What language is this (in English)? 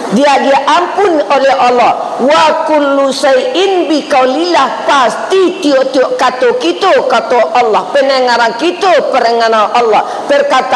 Minangkabau